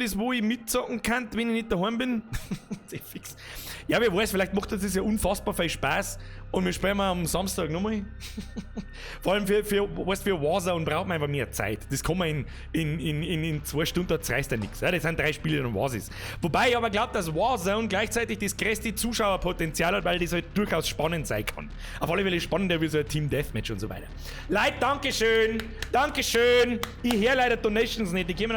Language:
Bavarian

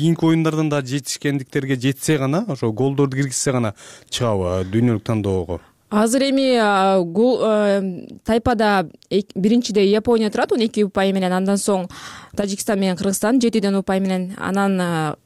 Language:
Kyrgyz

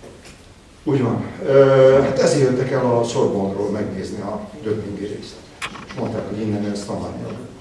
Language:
Hungarian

